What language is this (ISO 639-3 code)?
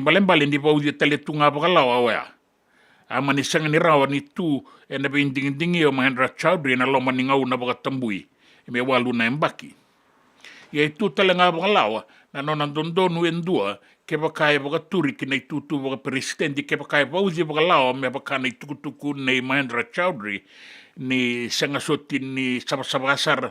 fij